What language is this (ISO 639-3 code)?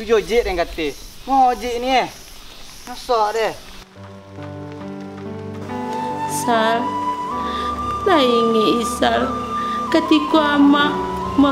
min